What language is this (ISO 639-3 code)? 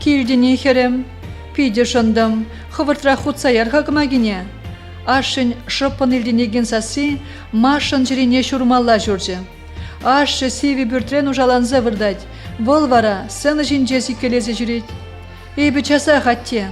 chv